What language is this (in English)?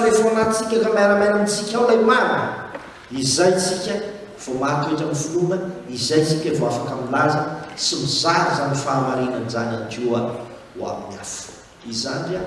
Malagasy